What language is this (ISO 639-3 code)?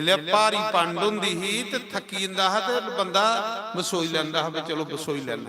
doi